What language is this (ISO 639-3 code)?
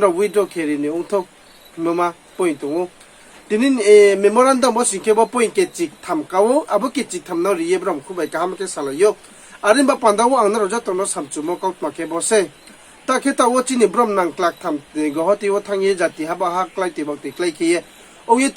ria